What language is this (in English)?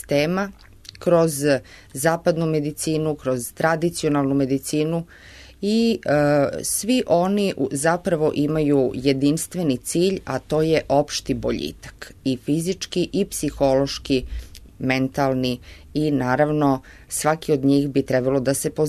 Serbian